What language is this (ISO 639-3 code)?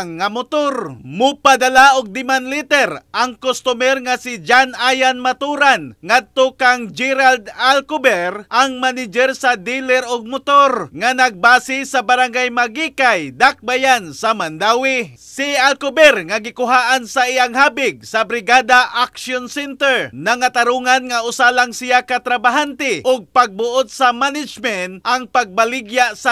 ceb